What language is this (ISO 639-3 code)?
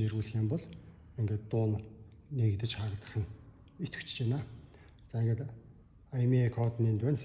mon